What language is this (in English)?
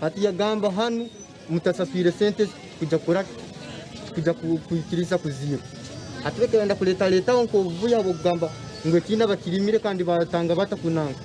Nyankole